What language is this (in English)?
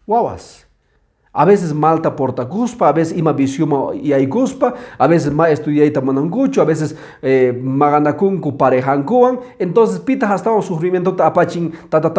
Quechua